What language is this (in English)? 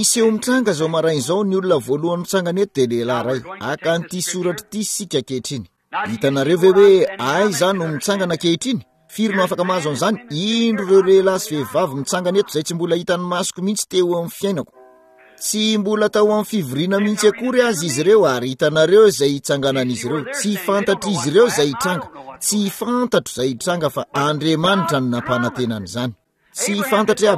Malagasy